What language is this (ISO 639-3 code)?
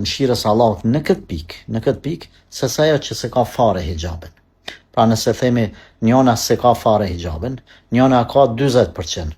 sqi